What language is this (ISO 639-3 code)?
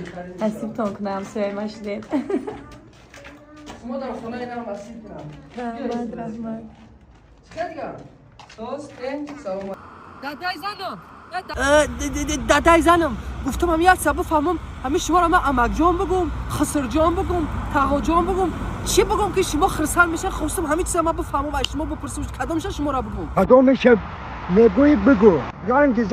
tgk